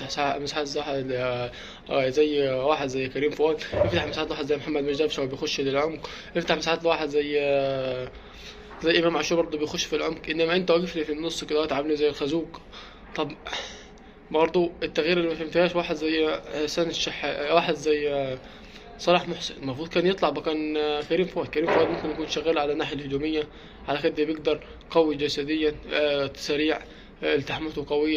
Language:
Egyptian Arabic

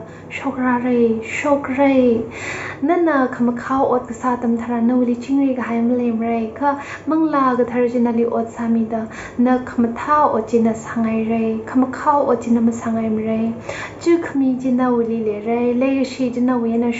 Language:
Tangkhul Naga (India)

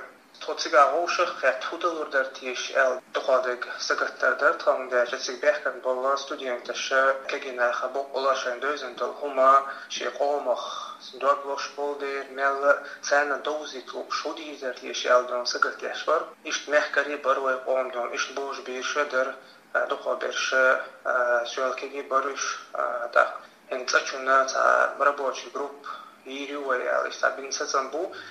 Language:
Chechen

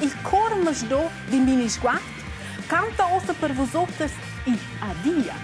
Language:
Romansh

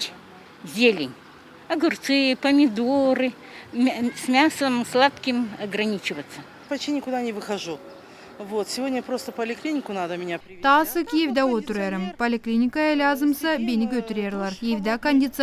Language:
Gagauz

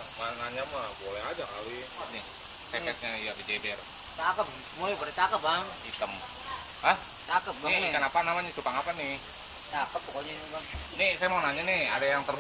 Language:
Betawi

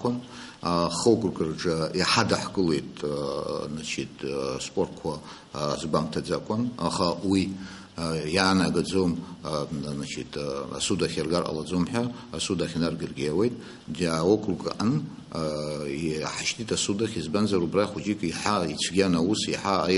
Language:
Abkhazian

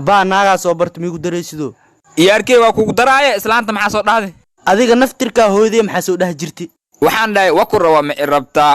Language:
Somali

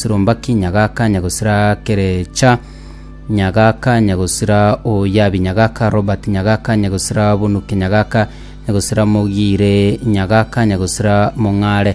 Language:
Gusii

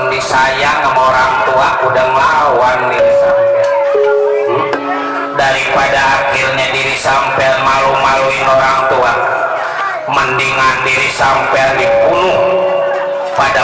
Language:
Betawi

